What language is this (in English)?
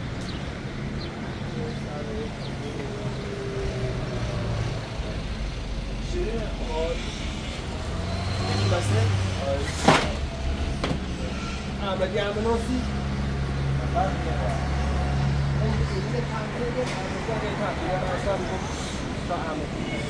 Persian